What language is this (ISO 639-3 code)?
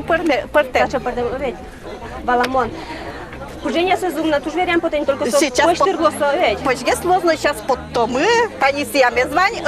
udm